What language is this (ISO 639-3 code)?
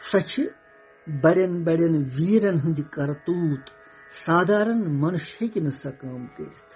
kas